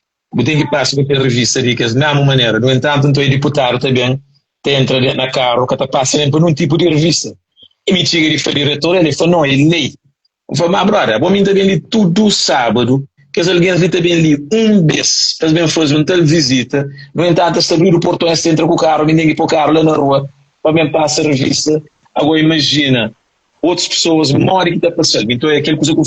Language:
Kabuverdianu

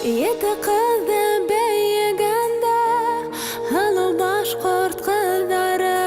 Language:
Bashkir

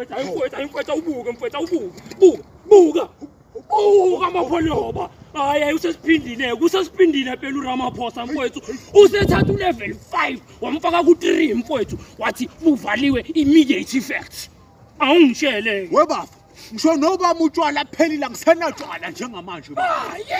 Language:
Zulu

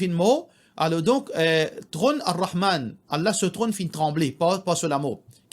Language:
Morisyen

